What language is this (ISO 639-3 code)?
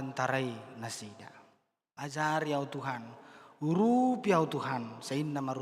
bbc